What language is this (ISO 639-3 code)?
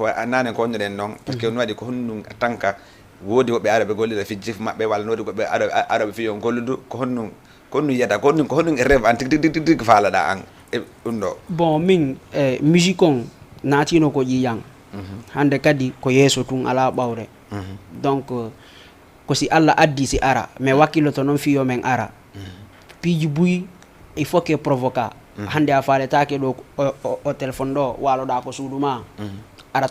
ful